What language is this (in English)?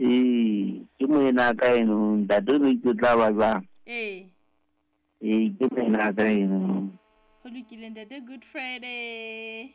Southern Sotho